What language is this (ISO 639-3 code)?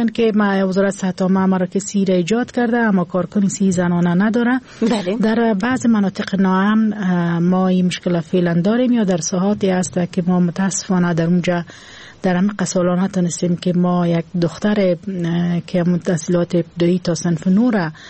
fas